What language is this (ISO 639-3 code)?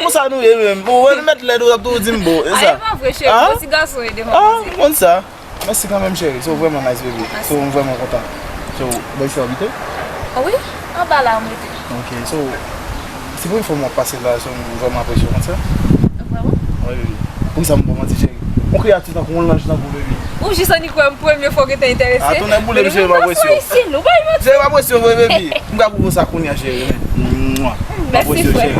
hat